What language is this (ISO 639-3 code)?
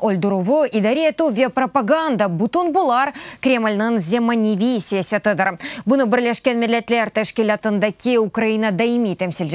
crh